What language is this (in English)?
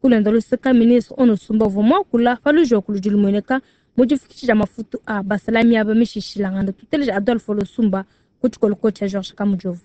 Luba-Lulua